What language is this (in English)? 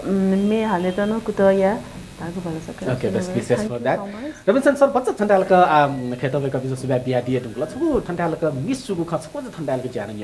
Newari